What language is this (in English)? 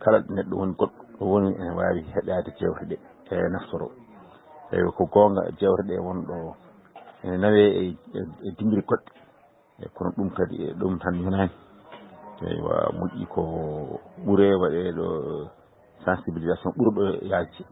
Fula